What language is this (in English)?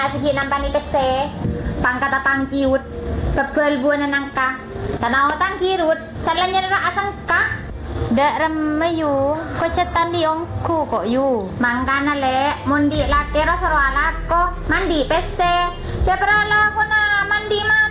Madurese